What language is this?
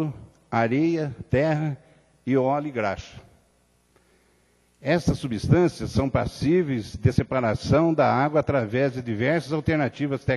Portuguese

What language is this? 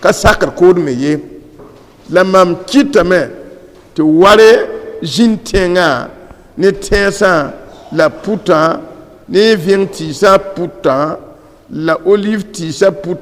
Mossi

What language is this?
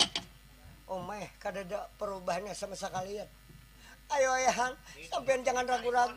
Banjar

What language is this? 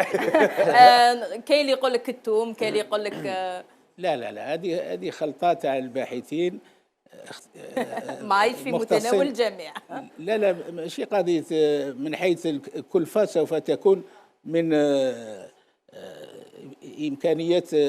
Algerian Arabic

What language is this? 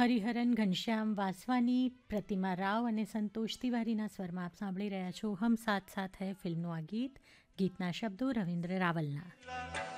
Gujarati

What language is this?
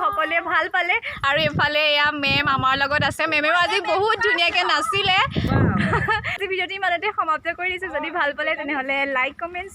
Assamese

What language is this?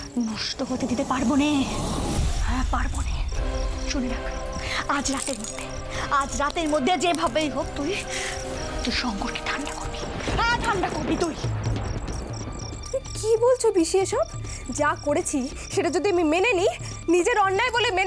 Bangla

